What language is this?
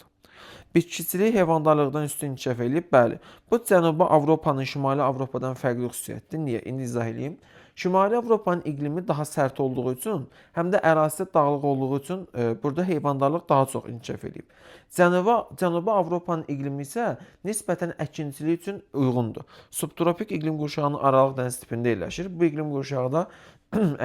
Azerbaijani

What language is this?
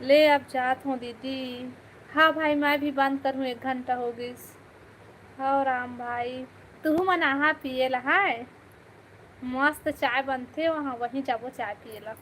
Chhattisgarhi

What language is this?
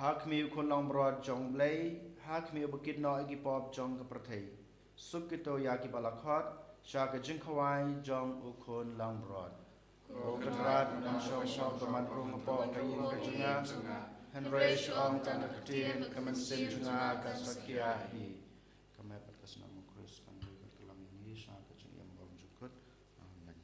Khasi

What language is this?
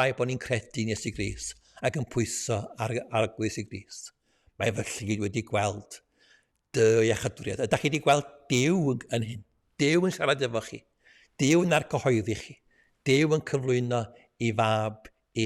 Welsh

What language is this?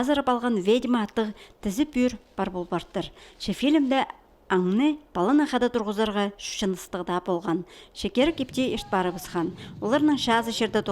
Khakas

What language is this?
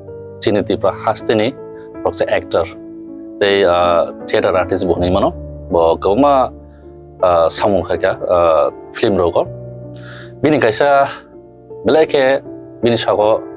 Kok Borok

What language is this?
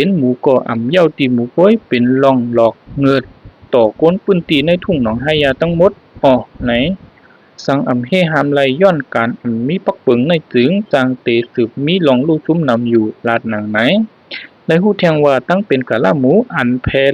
Shan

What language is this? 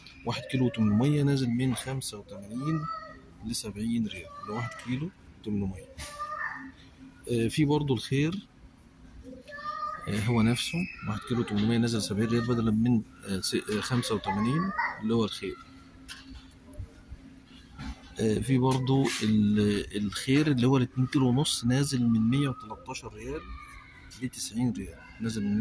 Egyptian Arabic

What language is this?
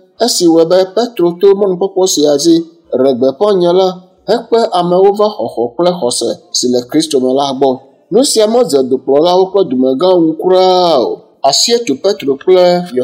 Ewe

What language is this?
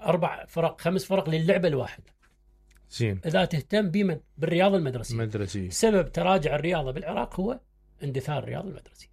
Mesopotamian Arabic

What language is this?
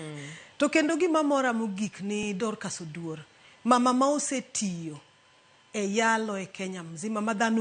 Luo (Kenya and Tanzania)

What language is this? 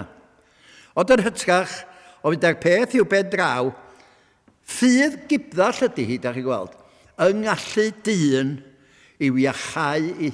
Welsh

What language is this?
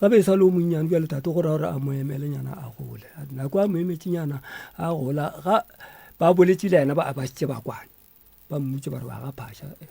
Northern Sotho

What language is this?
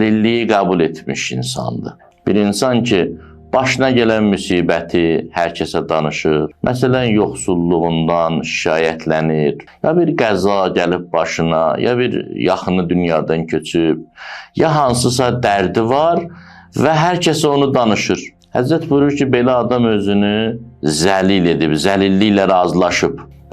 Azerbaijani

